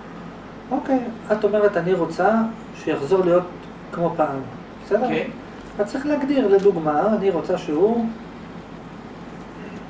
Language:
Hebrew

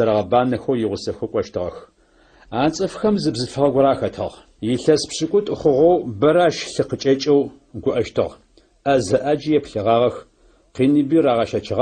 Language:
Adyghe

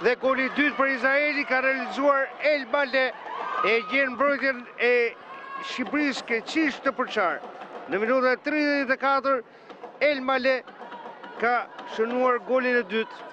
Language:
Albanian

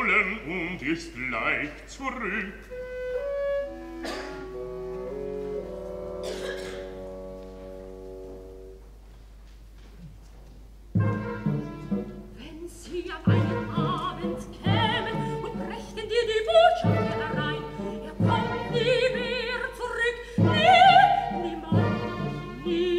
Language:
German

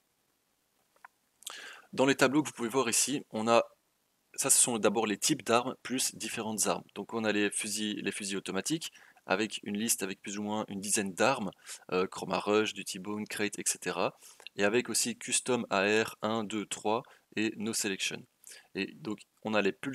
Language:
French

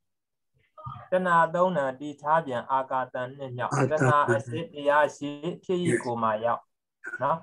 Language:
Burmese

